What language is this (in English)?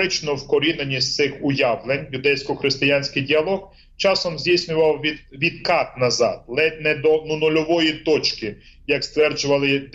Ukrainian